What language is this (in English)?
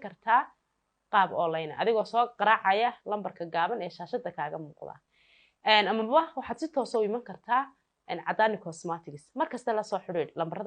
Somali